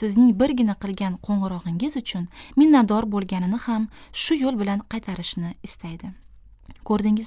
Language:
Uzbek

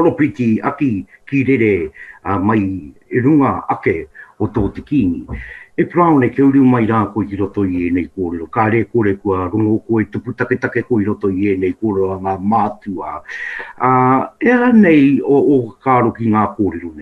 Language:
Māori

